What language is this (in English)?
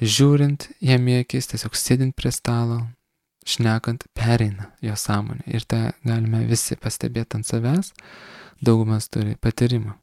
Lithuanian